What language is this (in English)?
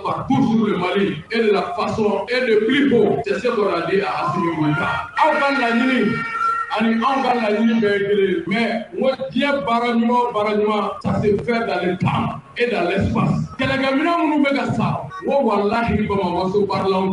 Bambara